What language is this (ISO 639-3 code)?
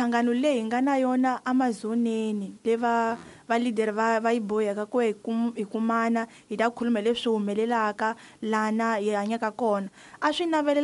tso